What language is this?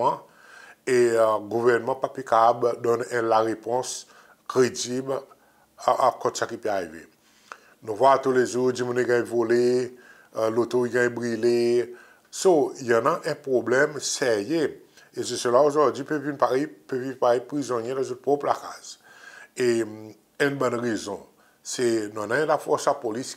Seselwa Creole French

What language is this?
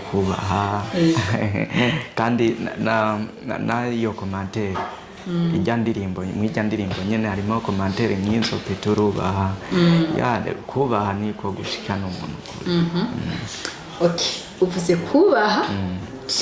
Rundi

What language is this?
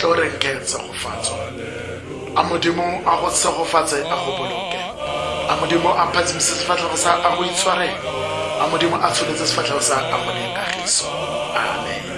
Tswana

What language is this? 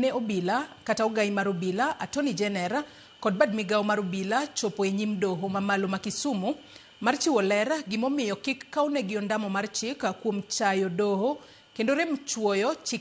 Luo (Kenya and Tanzania)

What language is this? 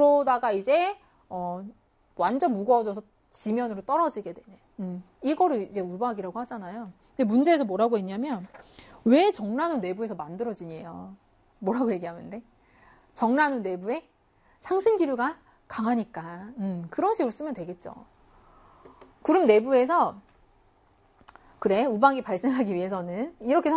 Korean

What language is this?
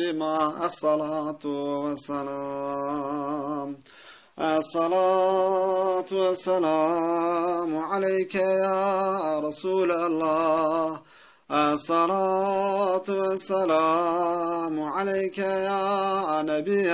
Zaza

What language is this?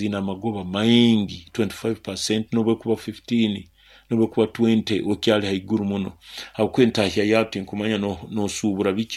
Nyoro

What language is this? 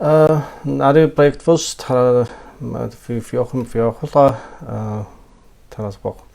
Kabardian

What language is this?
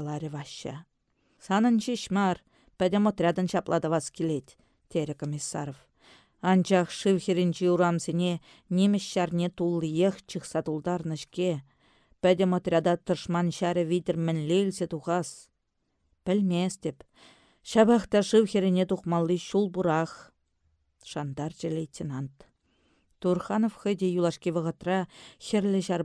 Chuvash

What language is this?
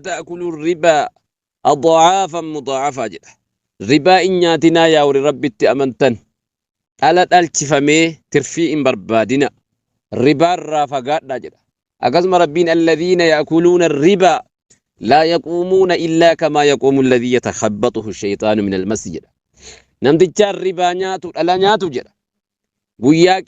Oromo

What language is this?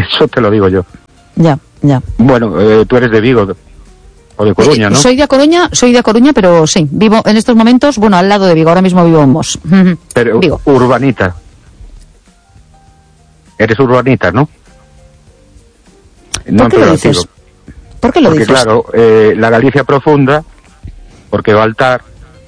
Spanish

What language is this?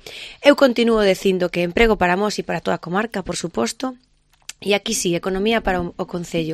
Galician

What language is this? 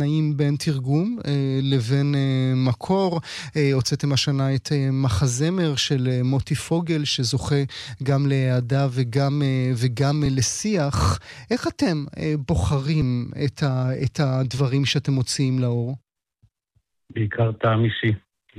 Hebrew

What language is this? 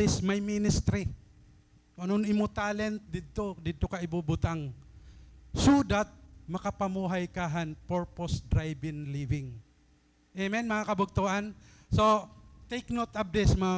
Waray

